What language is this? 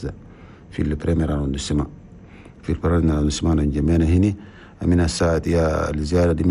Chadian Arabic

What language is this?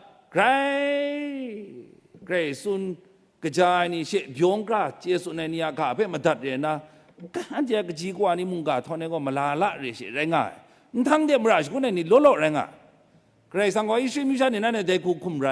Kachin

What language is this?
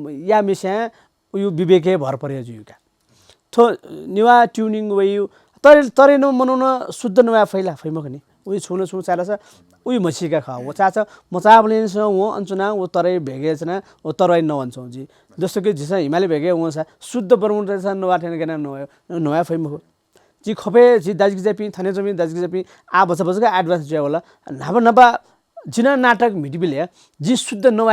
Newari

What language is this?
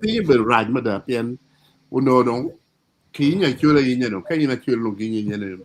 Acoli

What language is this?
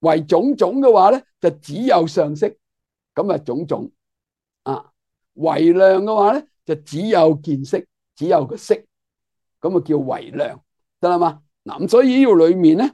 Cantonese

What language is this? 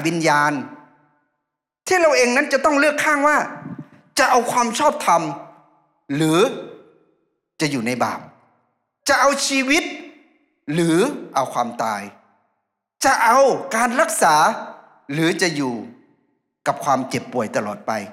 Thai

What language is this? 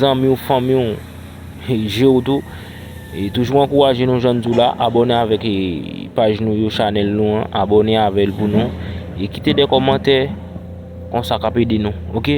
Haitian Creole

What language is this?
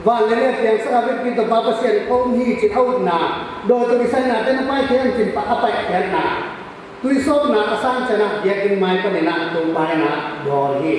Tedim Chin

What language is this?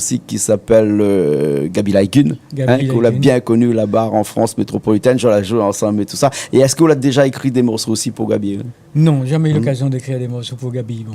Réunion Creole French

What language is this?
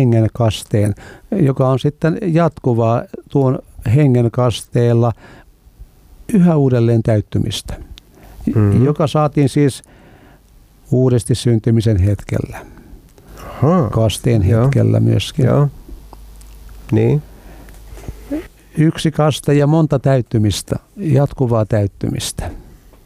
Finnish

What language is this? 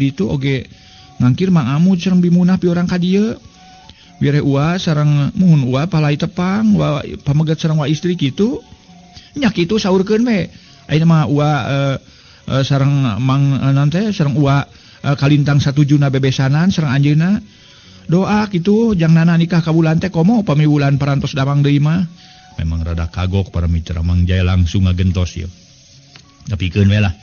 Sundanese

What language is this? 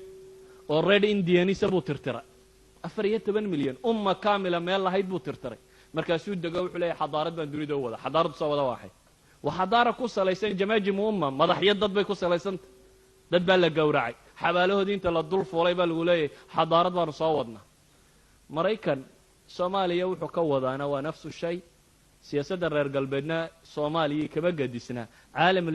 Somali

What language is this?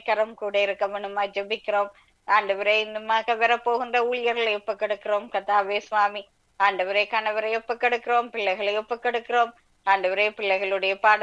Tamil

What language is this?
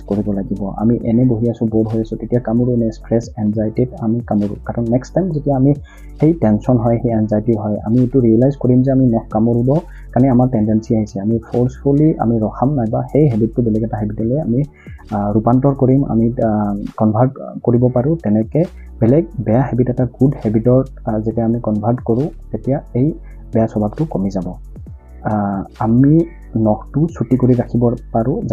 Assamese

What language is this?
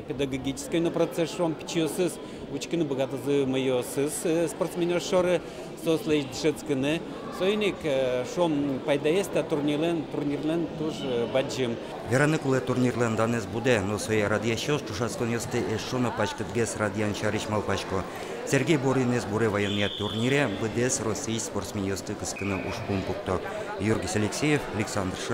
Udmurt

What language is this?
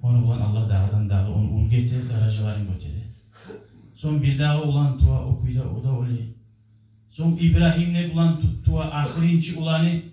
Kumyk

